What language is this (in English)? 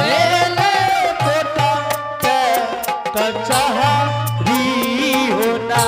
Angika